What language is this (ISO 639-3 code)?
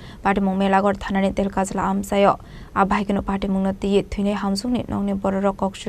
trp